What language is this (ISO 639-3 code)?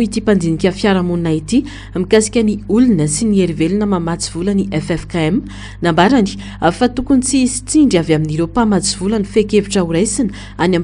mlg